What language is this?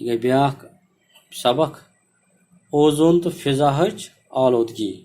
Kashmiri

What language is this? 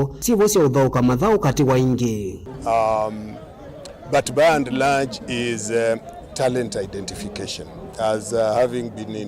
Kamba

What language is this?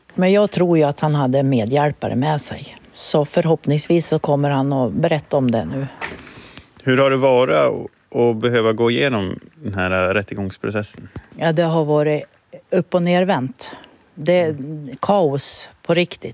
Swedish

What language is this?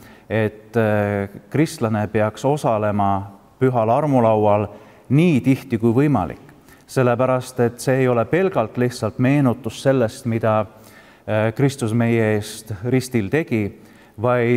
Estonian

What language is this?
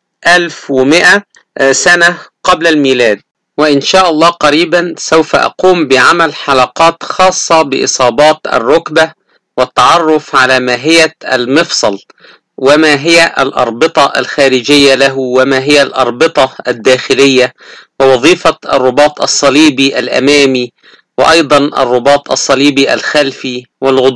Arabic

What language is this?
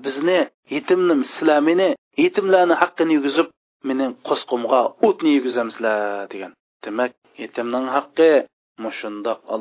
Uyghur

